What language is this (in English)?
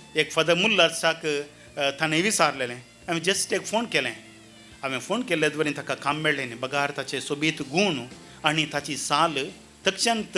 Konkani